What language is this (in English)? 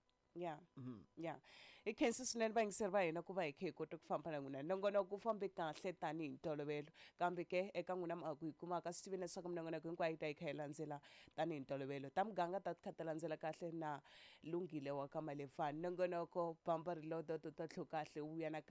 Tsonga